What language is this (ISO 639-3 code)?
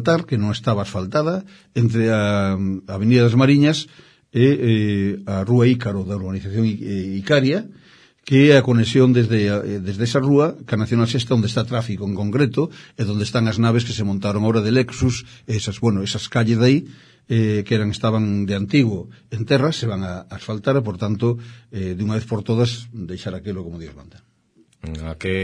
glg